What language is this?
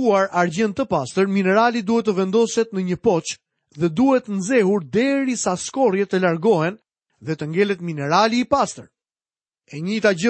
Albanian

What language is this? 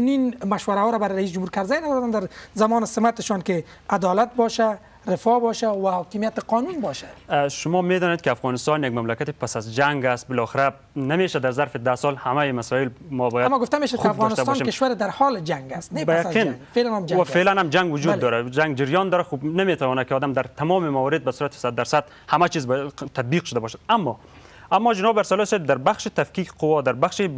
Persian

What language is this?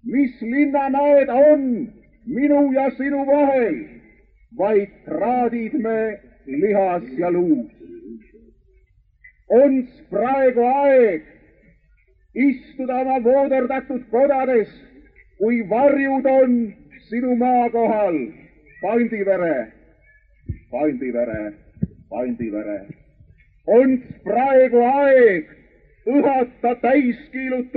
Estonian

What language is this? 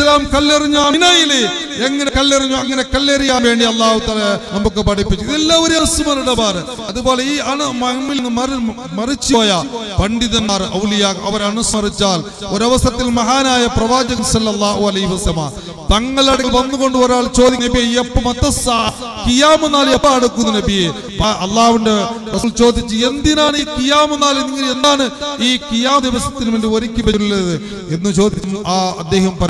Malayalam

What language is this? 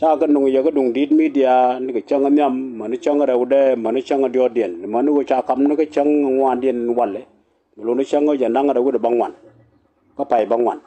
Nuer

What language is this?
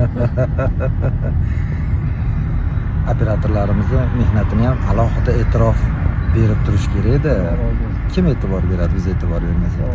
Uzbek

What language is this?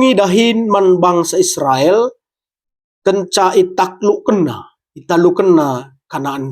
Batak Karo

